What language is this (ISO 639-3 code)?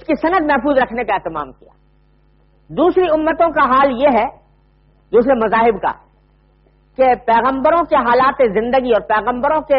urd